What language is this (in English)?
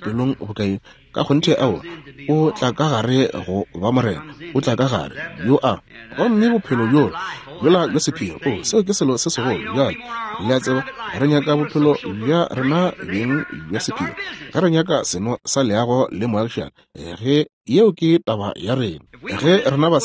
Northern Sotho